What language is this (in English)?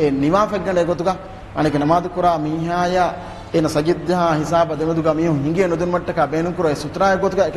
Divehi